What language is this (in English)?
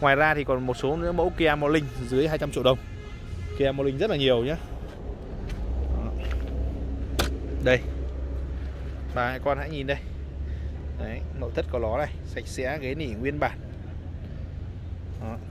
Vietnamese